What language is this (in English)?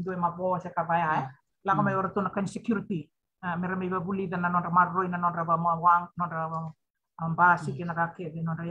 Fijian